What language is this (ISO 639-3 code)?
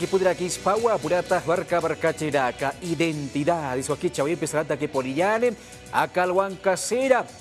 aym